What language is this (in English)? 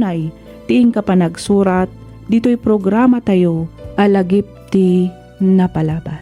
Iloko